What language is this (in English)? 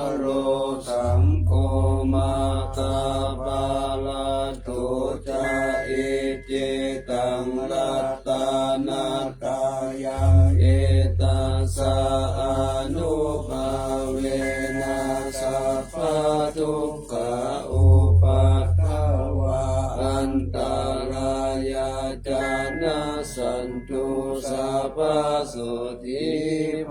Pali